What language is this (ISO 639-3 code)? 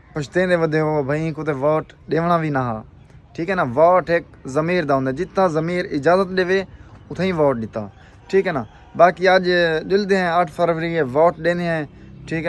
skr